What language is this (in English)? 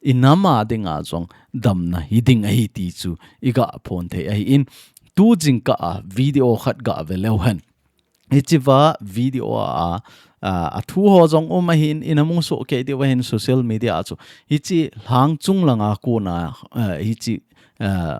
Thado Chin